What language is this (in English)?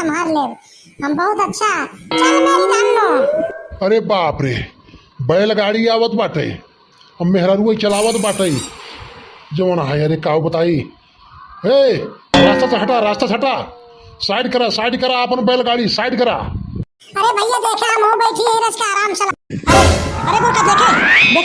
Awadhi